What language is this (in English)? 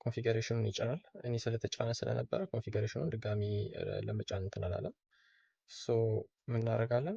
Amharic